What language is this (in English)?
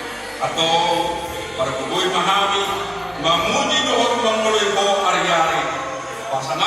Batak Toba